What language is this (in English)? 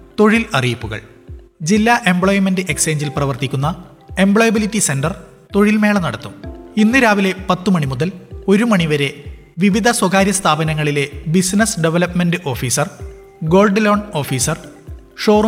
Malayalam